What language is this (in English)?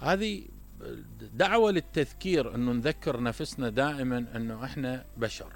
Mesopotamian Arabic